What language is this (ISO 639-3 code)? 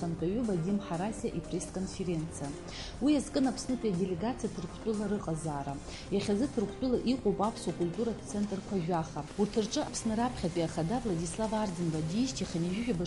abk